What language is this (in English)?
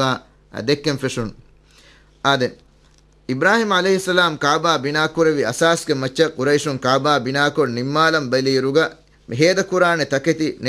Divehi